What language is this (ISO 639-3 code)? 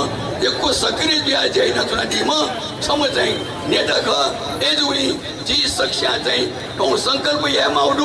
new